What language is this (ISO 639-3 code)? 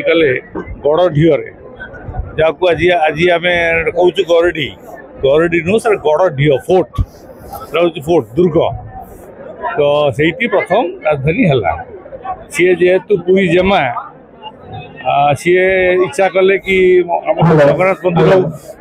ori